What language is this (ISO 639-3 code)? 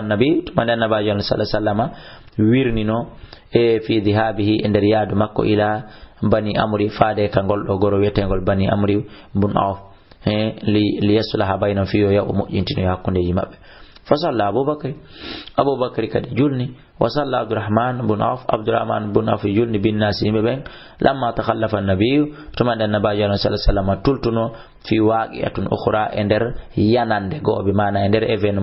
ful